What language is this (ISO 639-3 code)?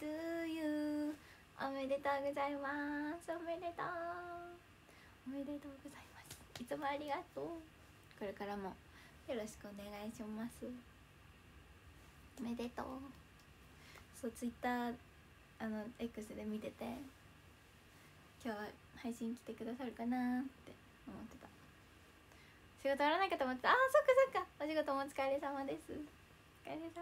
jpn